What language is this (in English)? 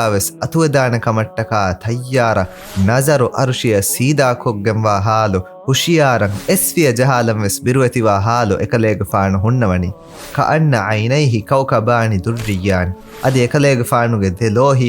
Divehi